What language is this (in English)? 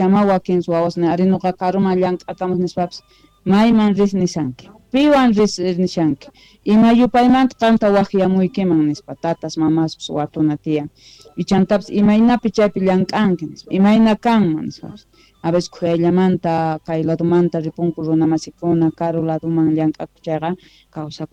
South Bolivian Quechua